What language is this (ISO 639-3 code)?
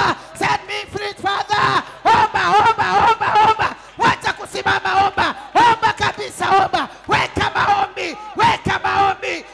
swa